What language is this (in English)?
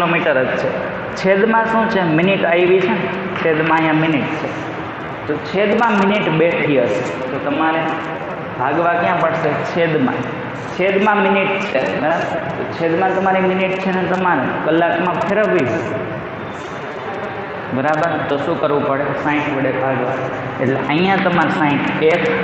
Gujarati